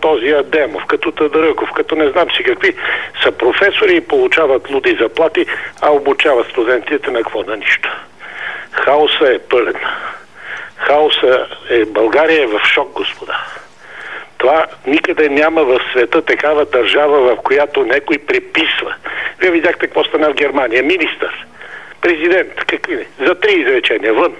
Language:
Bulgarian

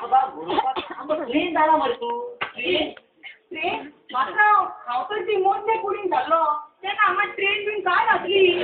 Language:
Konkani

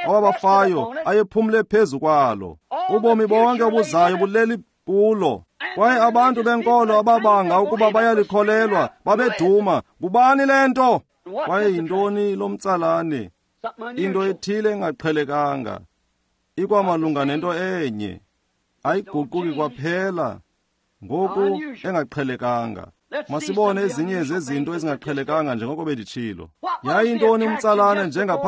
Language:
Xhosa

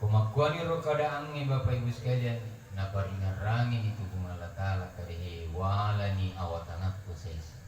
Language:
Buginese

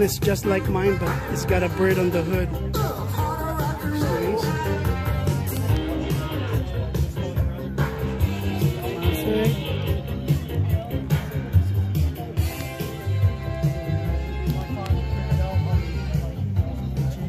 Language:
English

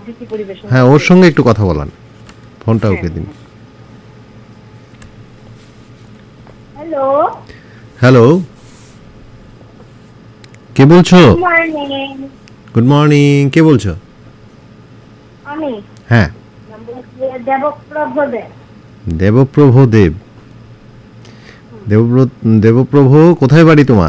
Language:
Bangla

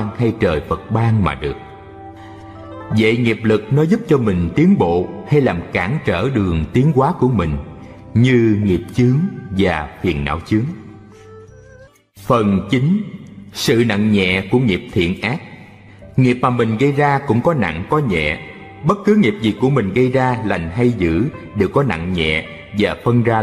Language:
Vietnamese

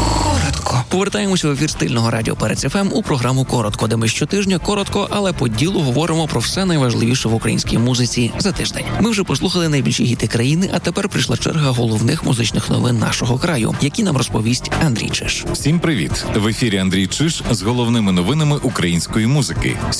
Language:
Ukrainian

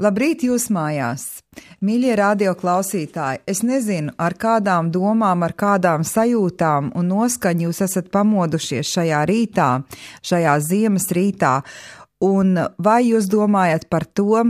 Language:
Latvian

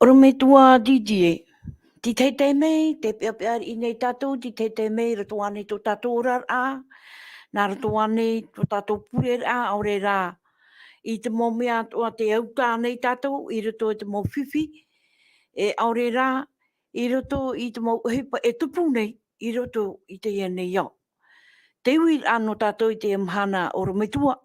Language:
Tahitian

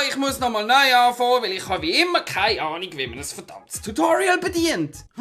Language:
Swiss German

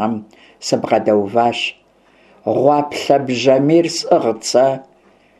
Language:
Kabardian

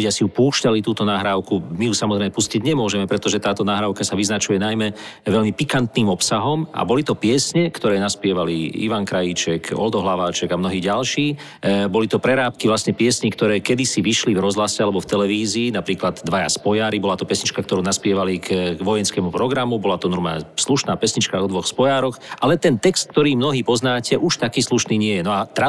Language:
Slovak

